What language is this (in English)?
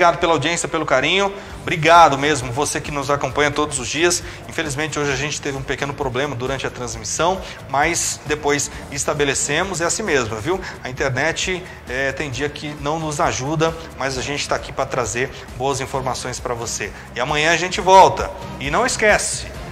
Portuguese